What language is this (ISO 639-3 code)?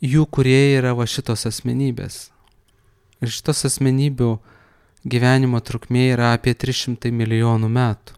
lit